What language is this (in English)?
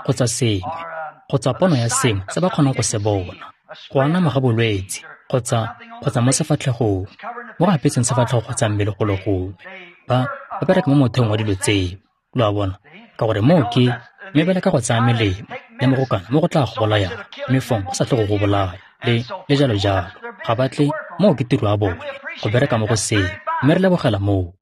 Tswana